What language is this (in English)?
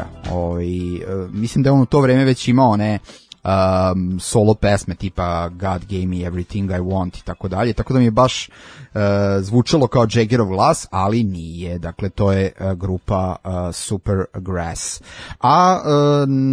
Serbian